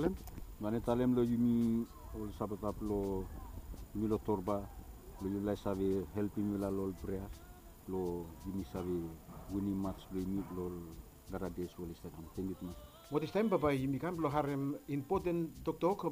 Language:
Bislama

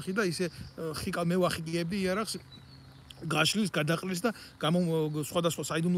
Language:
Georgian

